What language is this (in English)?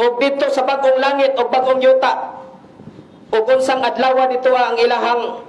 Cebuano